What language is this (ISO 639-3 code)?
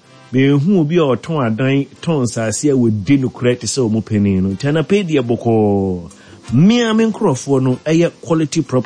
aka